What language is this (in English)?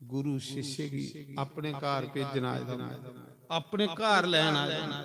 Dogri